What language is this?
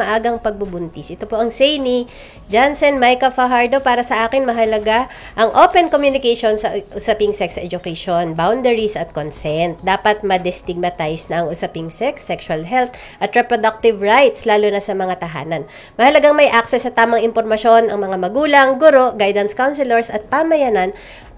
Filipino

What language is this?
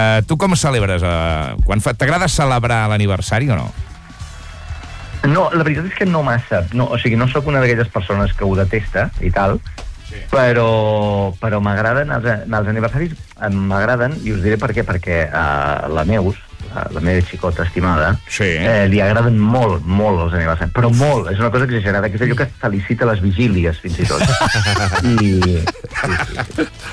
Catalan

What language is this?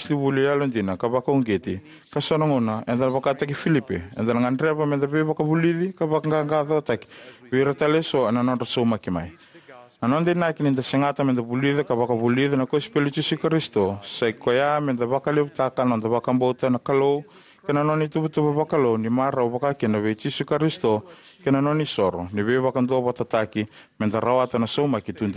Fijian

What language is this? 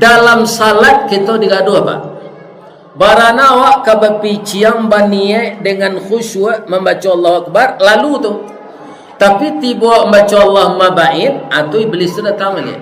Minangkabau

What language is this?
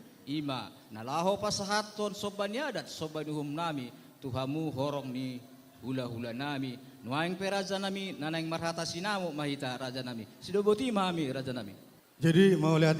Batak Toba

